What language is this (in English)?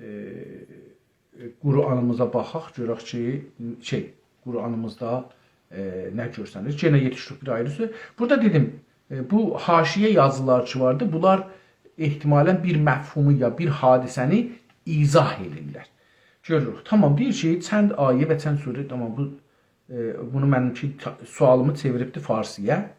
South Azerbaijani